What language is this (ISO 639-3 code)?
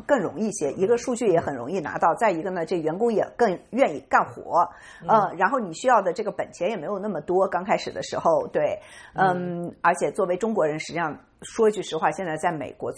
zho